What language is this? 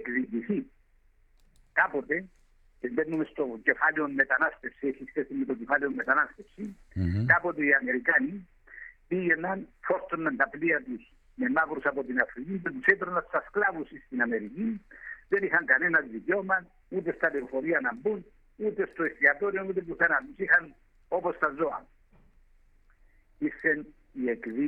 Greek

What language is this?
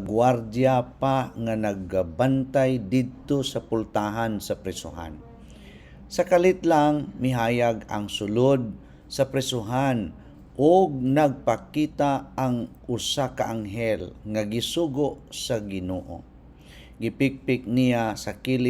Cebuano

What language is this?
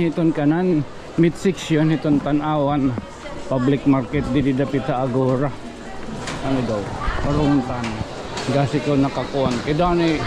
Waray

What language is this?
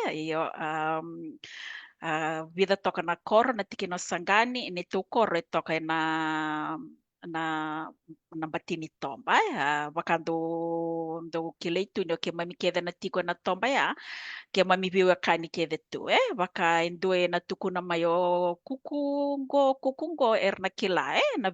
Fijian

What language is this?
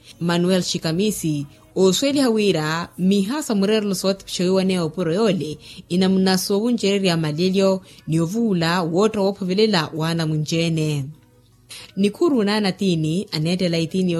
Makhuwa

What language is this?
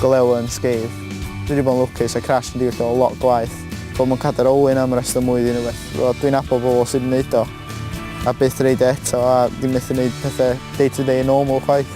Welsh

